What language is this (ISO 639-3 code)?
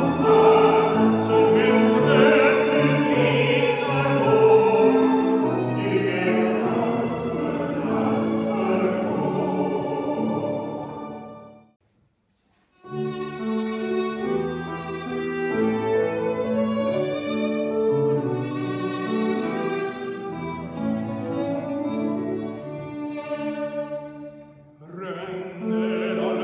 swe